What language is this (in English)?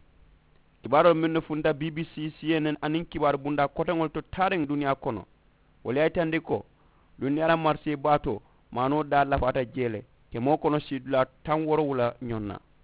Mandingo